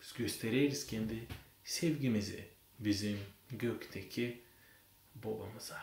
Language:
Gagauz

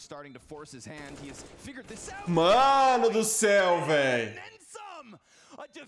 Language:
Portuguese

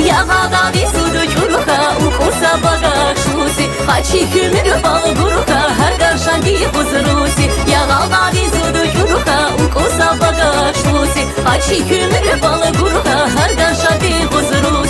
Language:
Tabassaran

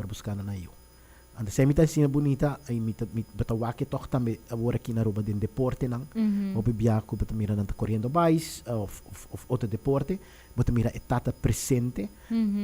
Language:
Papiamento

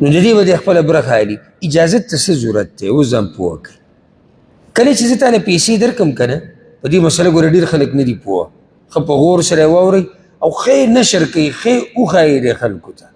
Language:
Pashto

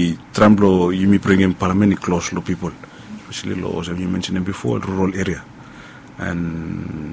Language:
Bislama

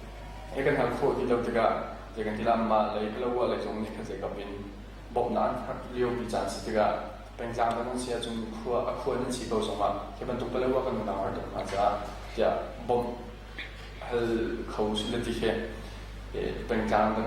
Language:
Hakha Chin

